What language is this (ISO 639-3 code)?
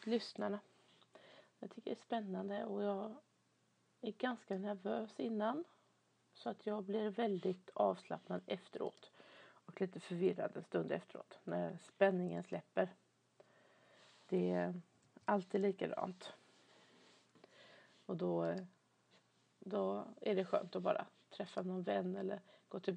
swe